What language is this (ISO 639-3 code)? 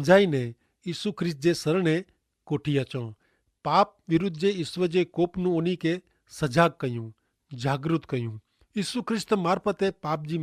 kfr